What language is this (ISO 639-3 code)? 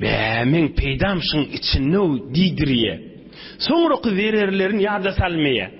tuk